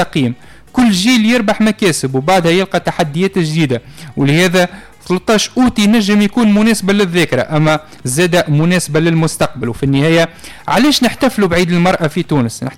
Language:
Tunisian Arabic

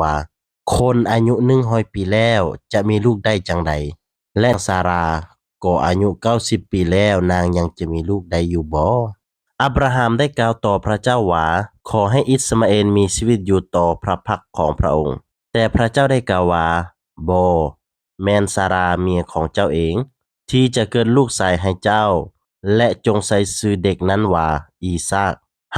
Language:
Lao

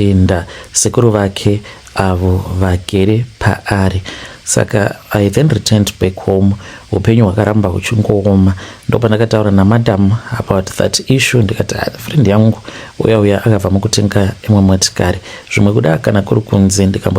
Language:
Shona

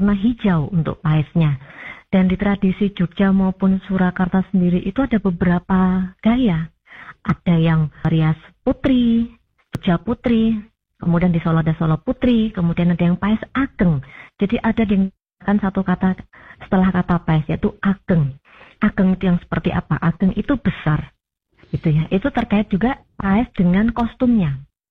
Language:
Indonesian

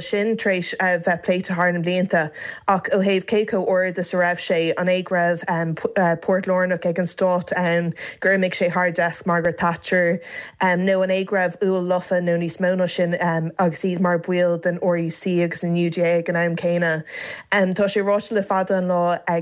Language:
Irish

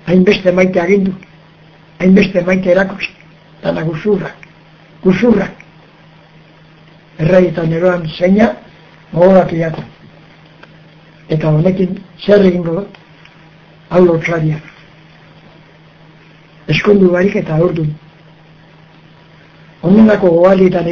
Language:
Basque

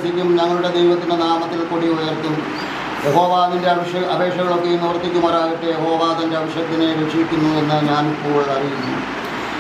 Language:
Malayalam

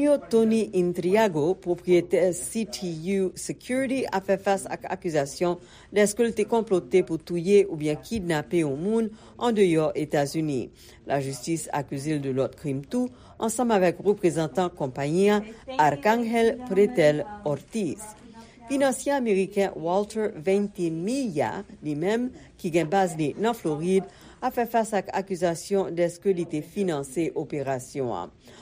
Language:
Haitian Creole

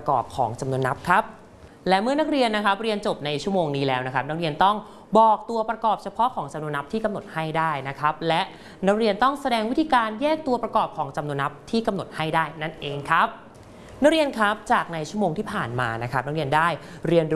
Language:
Thai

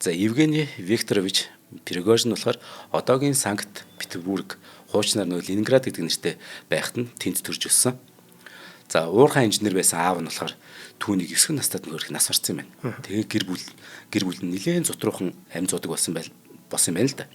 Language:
Mongolian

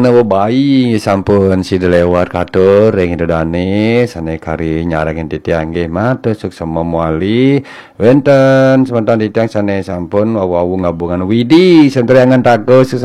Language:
Balinese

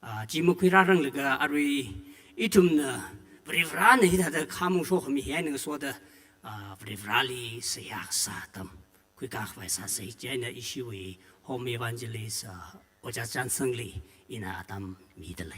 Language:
Tangkhul Naga (India)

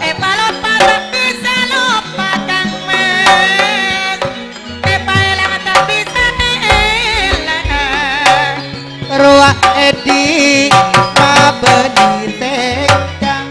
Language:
Madurese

